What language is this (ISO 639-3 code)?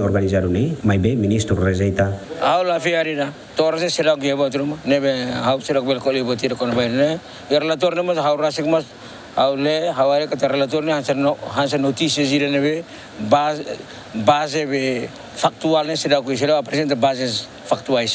tet